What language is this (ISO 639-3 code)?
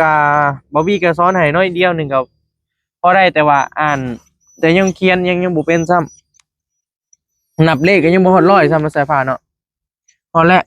tts